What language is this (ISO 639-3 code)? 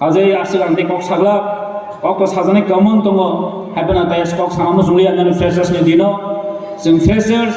trp